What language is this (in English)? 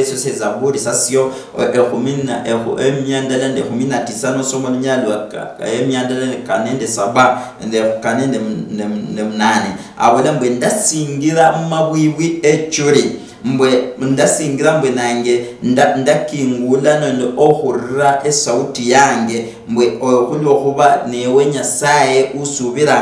Luyia